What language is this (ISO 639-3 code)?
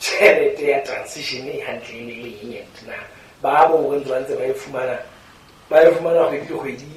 sot